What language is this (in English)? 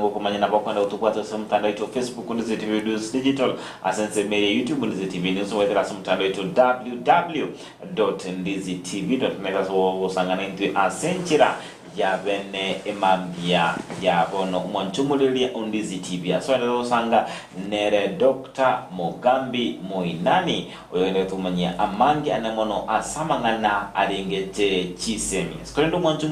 Gusii